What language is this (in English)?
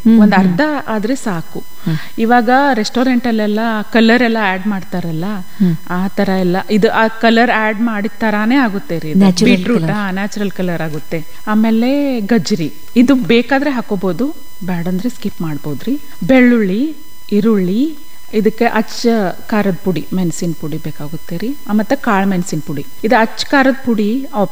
Kannada